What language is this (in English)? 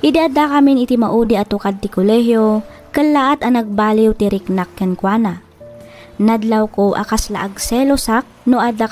Iloko